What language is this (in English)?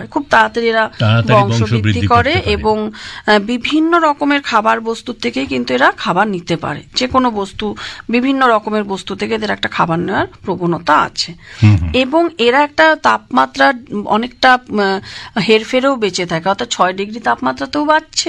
Bangla